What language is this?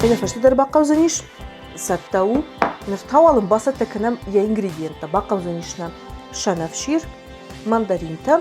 Ossetic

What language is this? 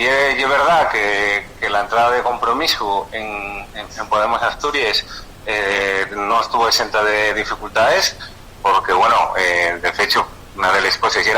Asturian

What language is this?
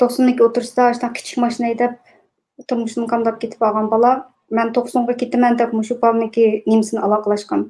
Uyghur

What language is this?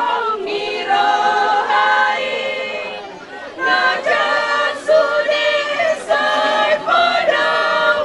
Batak Toba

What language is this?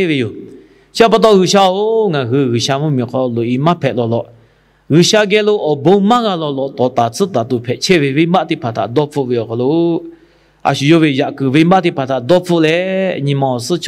Lahu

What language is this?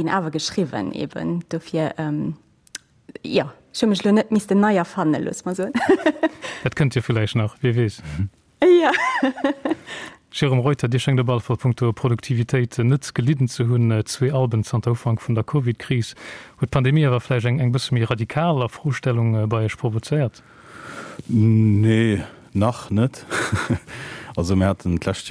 Luxembourgish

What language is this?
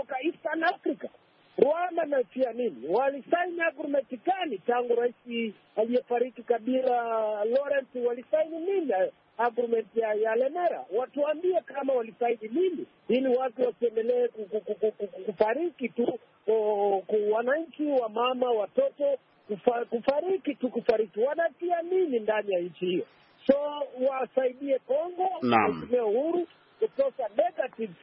Swahili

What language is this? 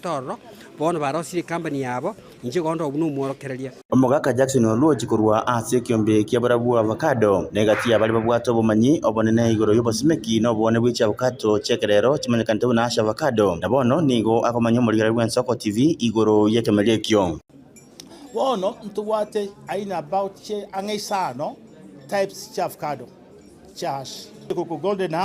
Gusii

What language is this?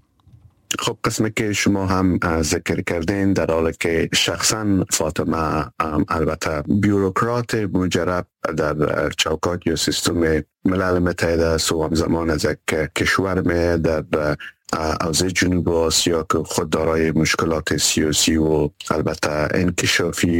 Persian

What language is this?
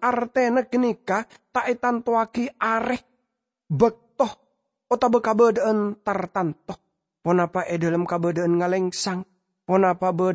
Madurese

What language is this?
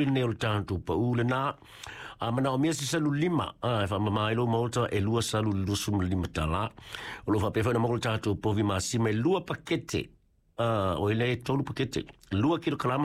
Samoan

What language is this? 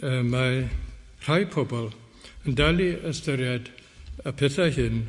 Welsh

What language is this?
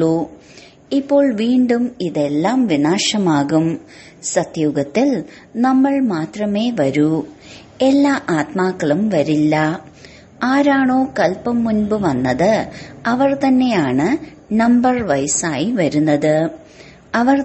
Malayalam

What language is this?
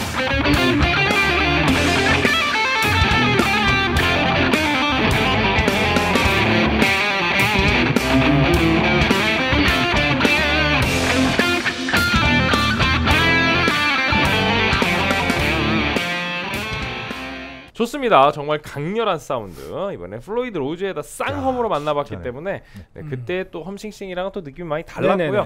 Korean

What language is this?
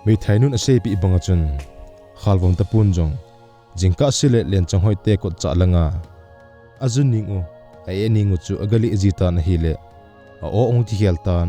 Thado Chin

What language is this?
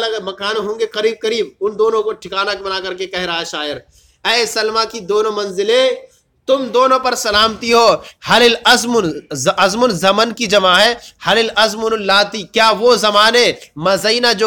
Urdu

